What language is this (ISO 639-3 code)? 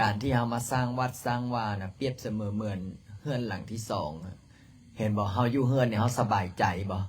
lao